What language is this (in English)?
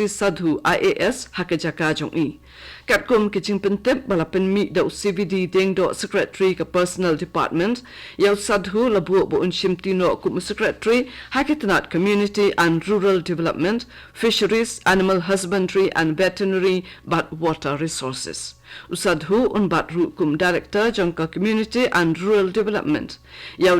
Khasi